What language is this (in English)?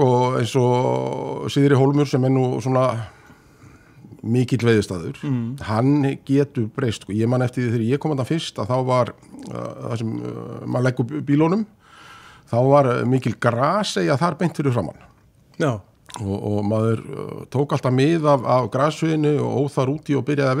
Icelandic